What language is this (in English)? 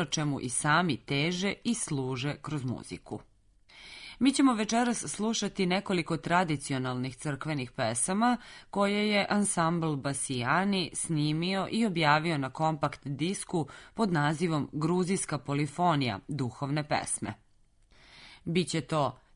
Serbian